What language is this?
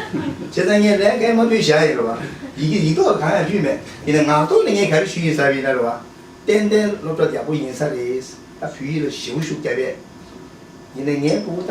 Tibetan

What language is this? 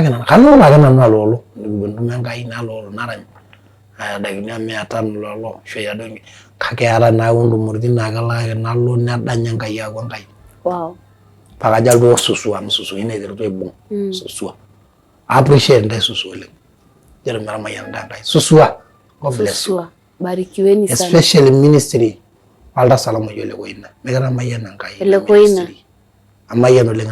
Masai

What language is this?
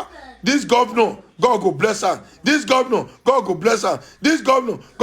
Nigerian Pidgin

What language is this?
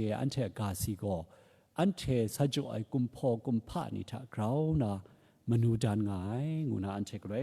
Kachin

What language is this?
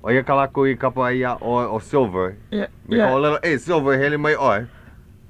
Hawaiian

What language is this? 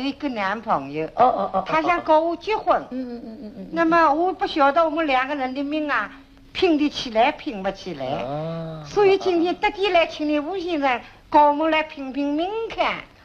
Wu Chinese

